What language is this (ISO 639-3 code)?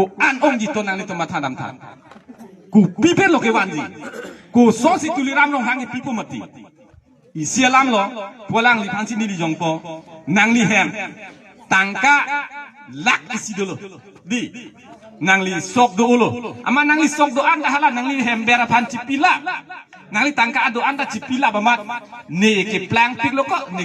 mjw